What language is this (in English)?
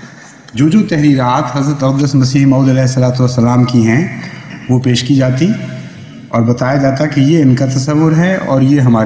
Urdu